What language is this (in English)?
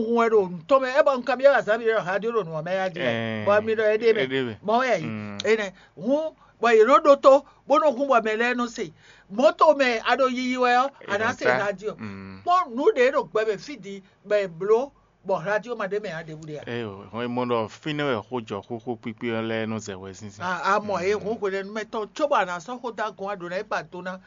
Fon